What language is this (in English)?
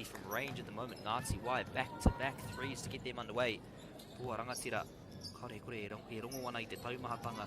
Māori